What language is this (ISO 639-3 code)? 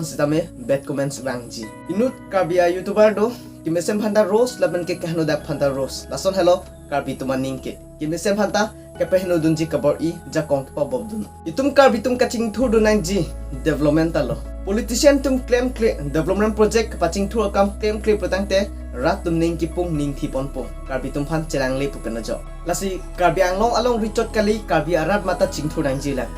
mjw